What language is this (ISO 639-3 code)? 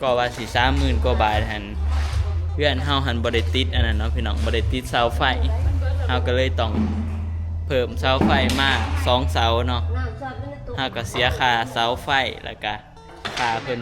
tts